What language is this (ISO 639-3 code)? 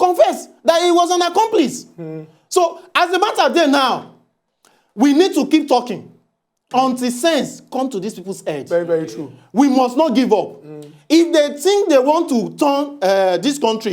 pcm